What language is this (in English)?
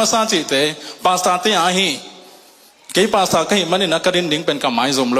Tedim Chin